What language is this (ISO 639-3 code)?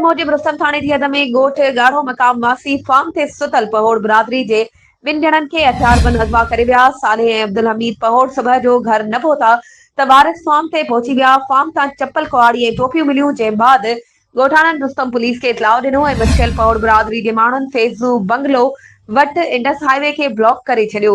snd